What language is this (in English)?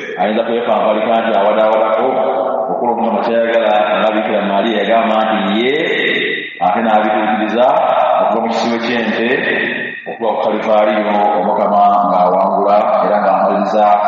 Ganda